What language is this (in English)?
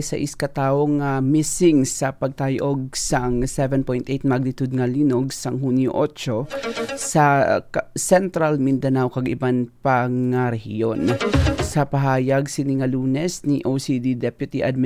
Hiligaynon